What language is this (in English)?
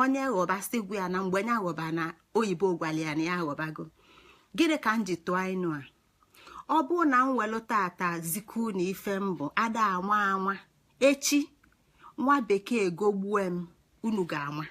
Igbo